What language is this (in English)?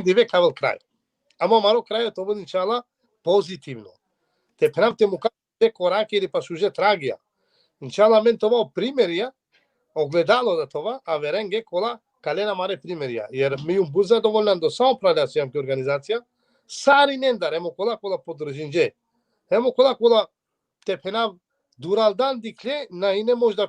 Balkan Romani